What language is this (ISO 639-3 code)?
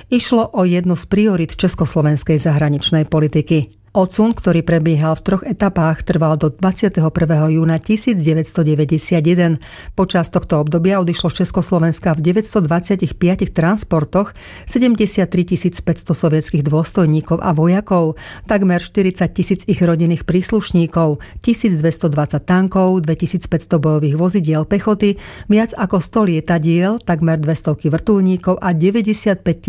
slk